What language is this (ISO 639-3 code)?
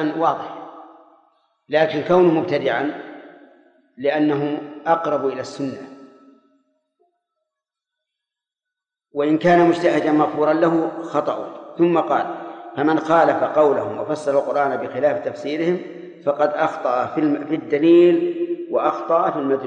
ara